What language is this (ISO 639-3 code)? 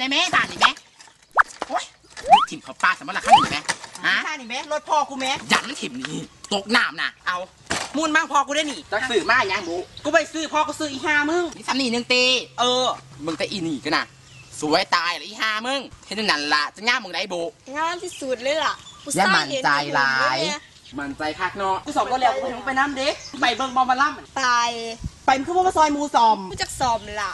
tts